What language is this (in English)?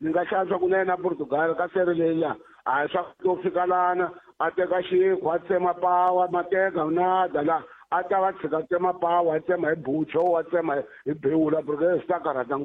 Tsonga